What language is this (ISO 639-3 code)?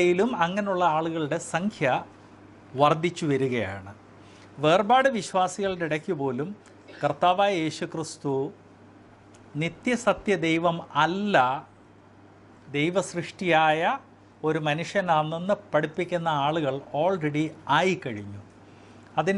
mal